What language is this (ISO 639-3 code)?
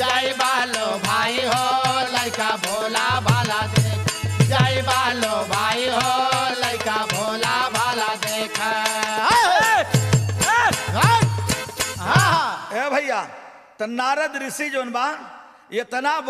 bho